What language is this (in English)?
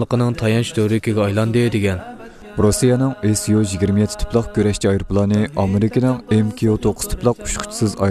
Uyghur